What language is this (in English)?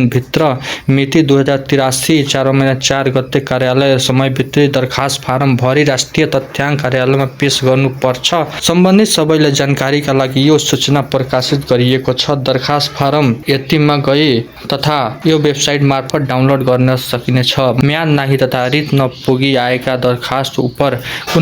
Nepali